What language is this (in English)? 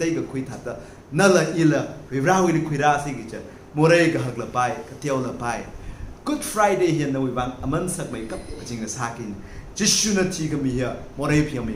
Tangkhul Naga (India)